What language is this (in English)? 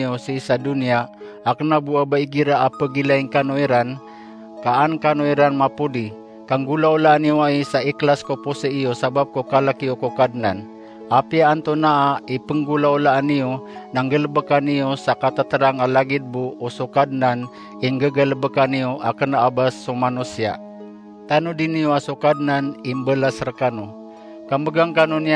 Maranao